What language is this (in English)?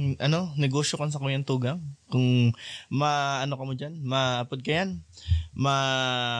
Bikol